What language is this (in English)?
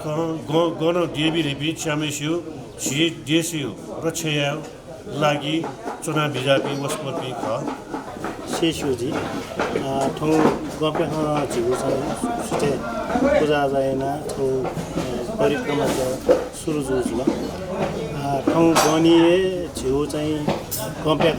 Newari